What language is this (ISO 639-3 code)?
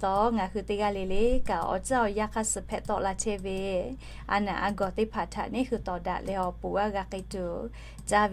lhu